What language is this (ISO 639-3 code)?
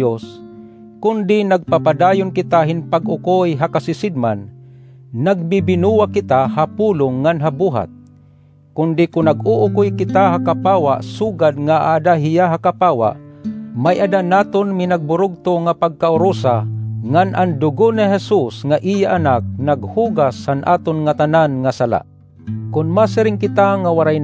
war